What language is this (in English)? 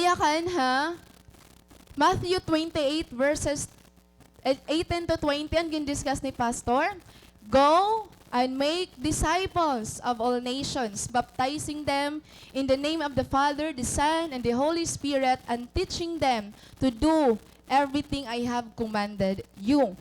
Waray